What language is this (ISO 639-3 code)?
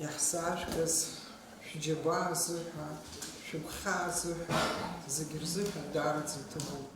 abk